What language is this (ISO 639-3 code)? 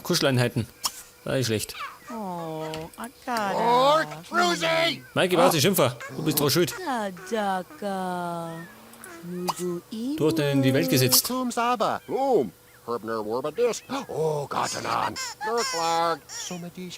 bar